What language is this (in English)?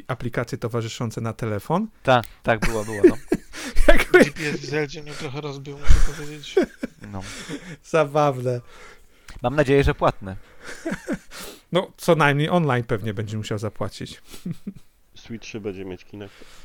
Polish